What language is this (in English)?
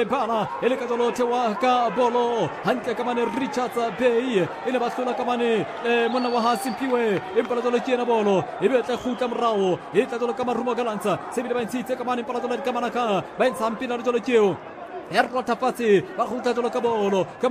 Southern Sotho